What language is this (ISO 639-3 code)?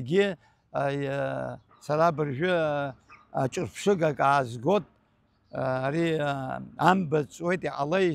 abk